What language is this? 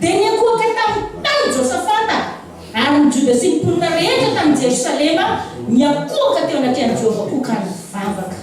Malagasy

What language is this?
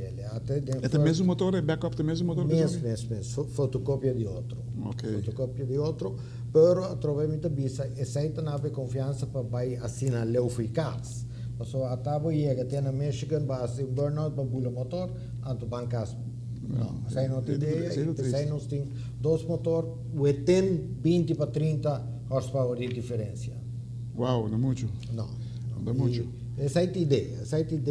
Papiamento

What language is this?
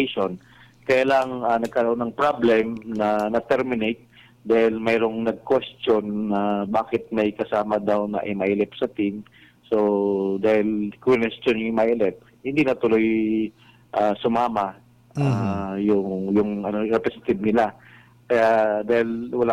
Filipino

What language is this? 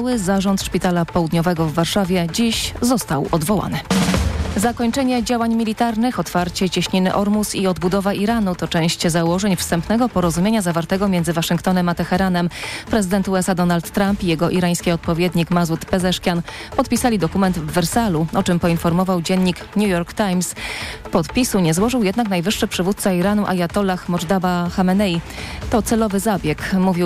Polish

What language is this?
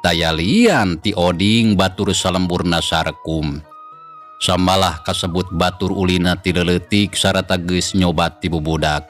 Sundanese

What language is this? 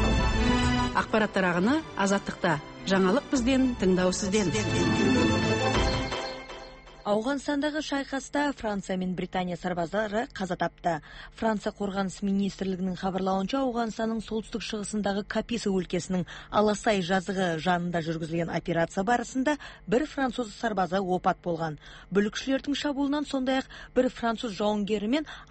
Kazakh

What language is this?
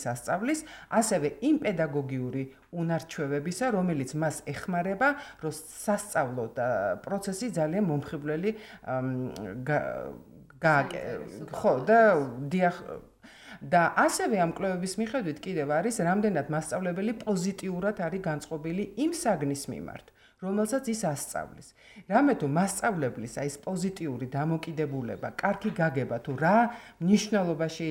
Georgian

